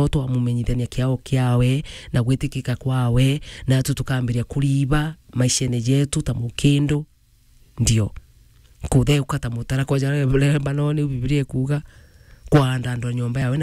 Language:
Meru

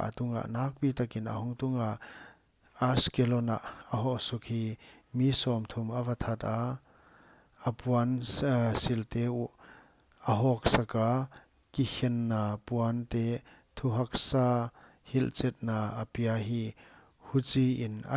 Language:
Paite Chin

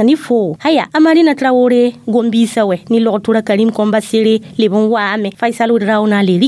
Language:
Mossi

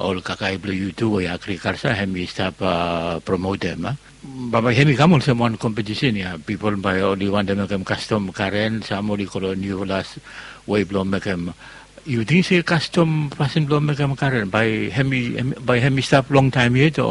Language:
Bislama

